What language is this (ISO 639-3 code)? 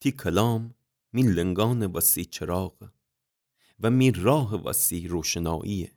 glk